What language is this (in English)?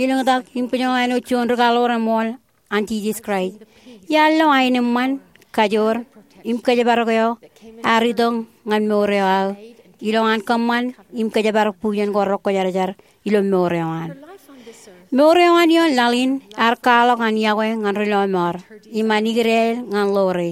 Marshallese